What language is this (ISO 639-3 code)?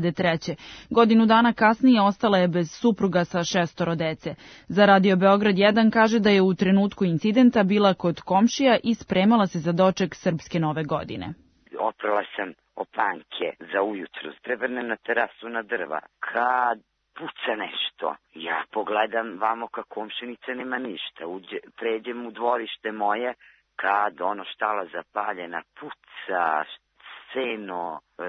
srp